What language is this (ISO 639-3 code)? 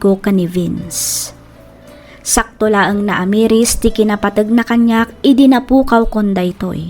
ilo